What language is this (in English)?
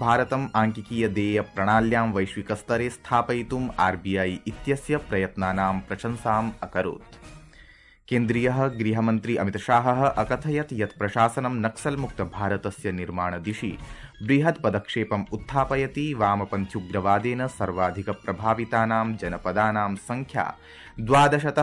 Sanskrit